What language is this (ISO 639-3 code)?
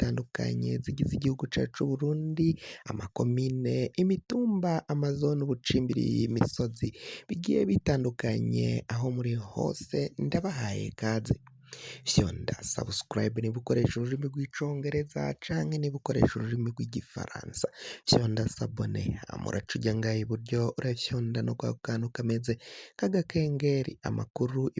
run